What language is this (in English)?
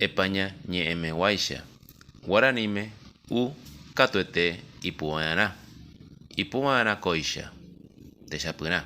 Guarani